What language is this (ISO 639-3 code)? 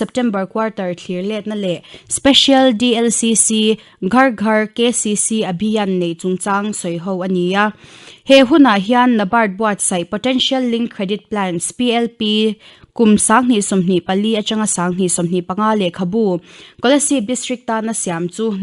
lus